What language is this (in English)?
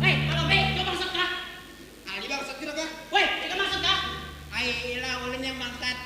Banjar